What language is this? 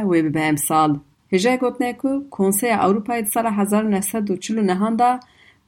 Kurdish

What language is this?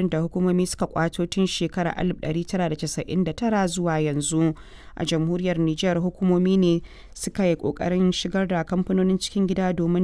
Hausa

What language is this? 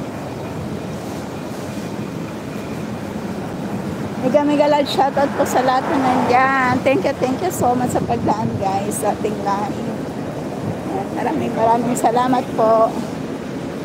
Filipino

